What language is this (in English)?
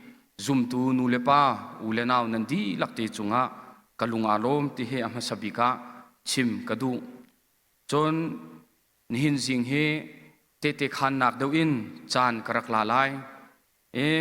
Hakha Chin